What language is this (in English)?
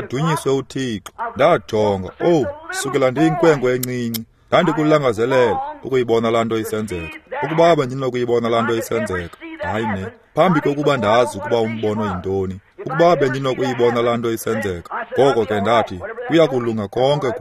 Xhosa